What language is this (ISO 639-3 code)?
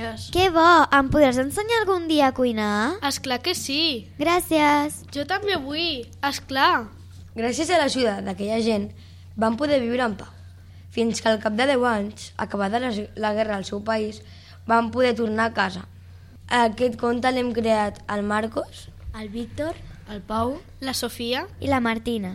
cat